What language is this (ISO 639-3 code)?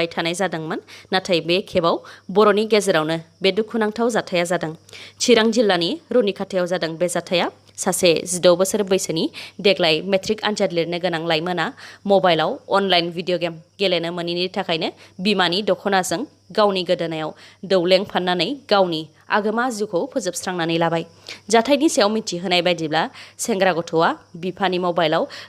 brx